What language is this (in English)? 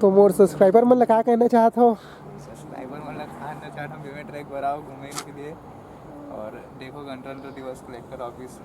Chhattisgarhi